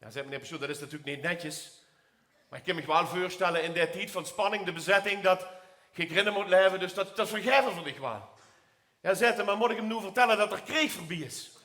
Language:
Limburgish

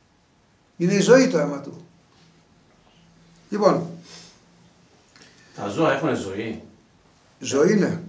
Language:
Greek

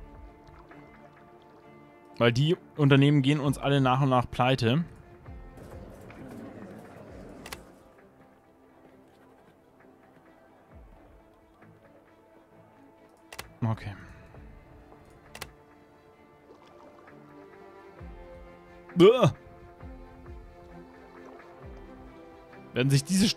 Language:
German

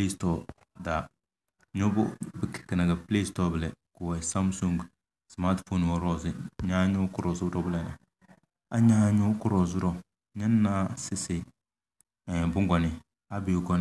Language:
Tem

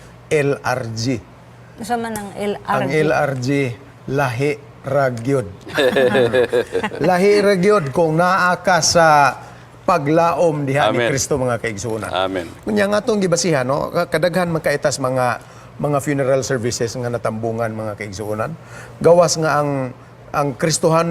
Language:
Cebuano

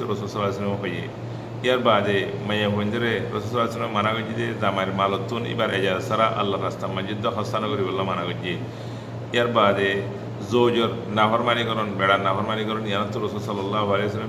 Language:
Rohingya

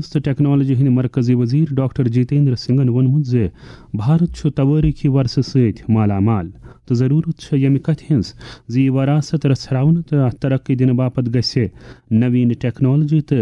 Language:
Kashmiri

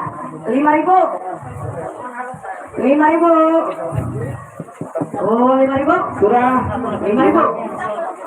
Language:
Banjar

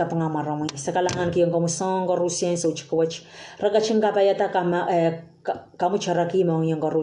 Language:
Pohnpeian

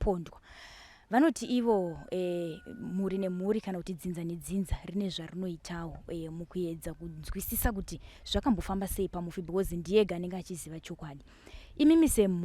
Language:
Shona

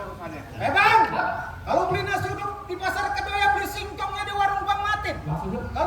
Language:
Betawi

